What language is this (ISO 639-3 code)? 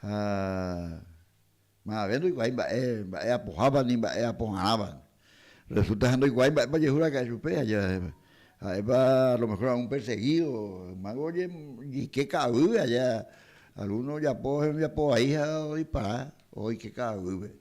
grn